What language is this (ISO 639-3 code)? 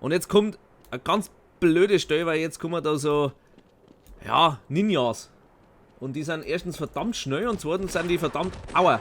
bar